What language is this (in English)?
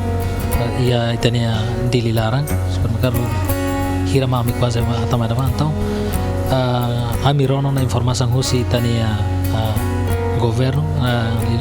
Tetum